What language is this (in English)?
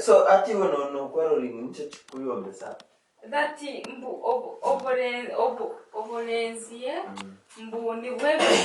Nyankole